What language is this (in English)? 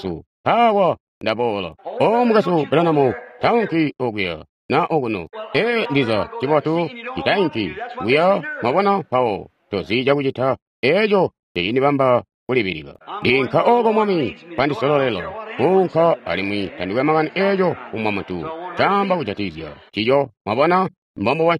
Tonga (Zambia)